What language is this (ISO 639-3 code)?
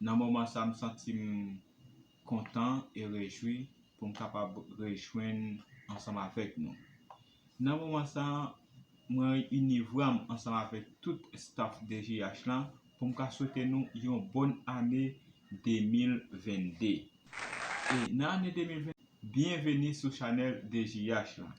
hat